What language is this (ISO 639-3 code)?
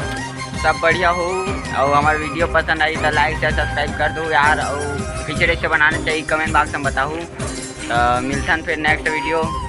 hne